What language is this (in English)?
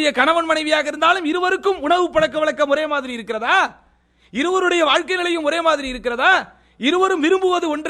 Tamil